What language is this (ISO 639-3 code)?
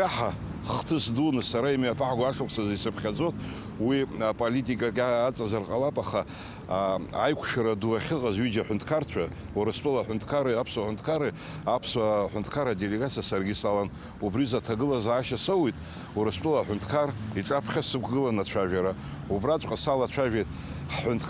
abk